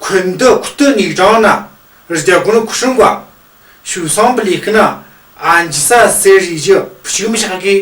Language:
Tu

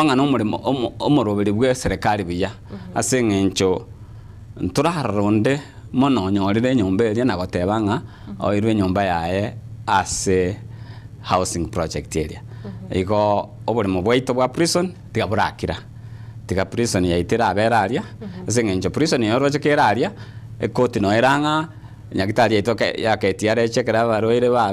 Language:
Gusii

